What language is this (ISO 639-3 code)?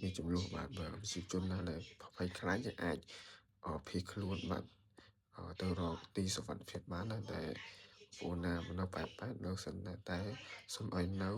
khm